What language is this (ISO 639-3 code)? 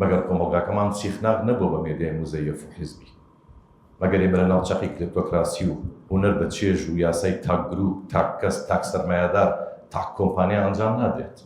ckb